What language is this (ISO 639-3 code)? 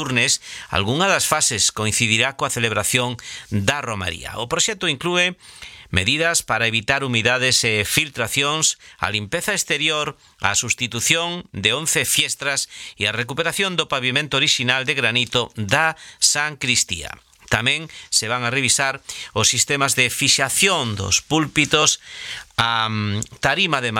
glg